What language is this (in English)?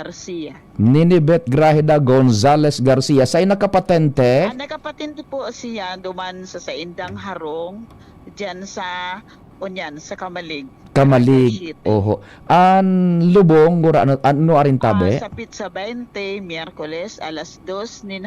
Bikol